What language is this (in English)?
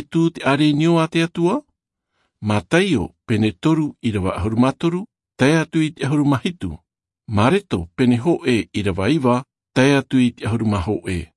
Tahitian